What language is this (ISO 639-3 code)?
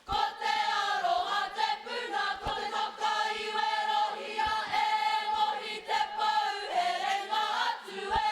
mri